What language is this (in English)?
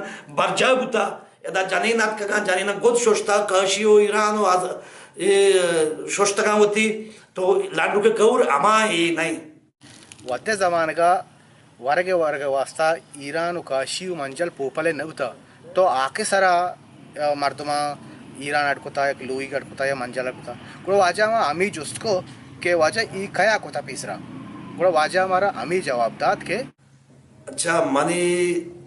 Baluchi